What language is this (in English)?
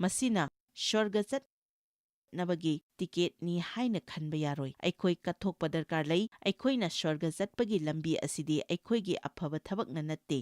Manipuri